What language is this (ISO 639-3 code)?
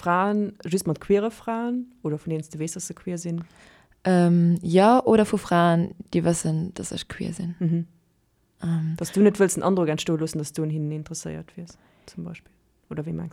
ltz